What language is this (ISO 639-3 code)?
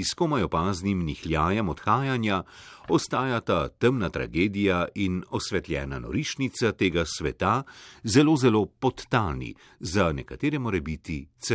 slv